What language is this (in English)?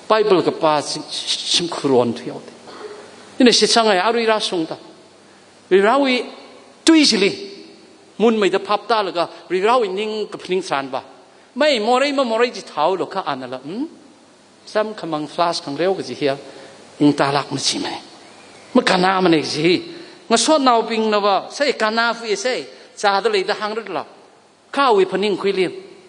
Tangkhul Naga (India)